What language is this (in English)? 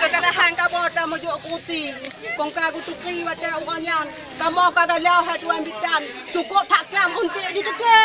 Achinese